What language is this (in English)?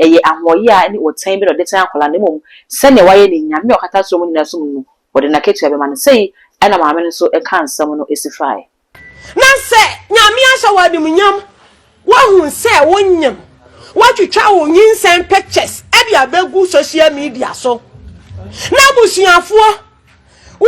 Akan